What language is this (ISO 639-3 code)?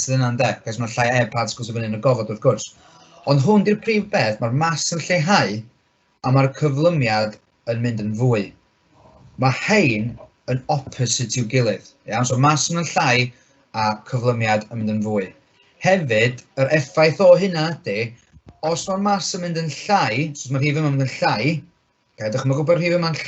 cym